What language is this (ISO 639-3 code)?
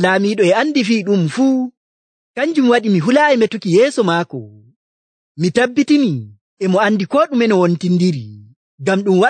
fuv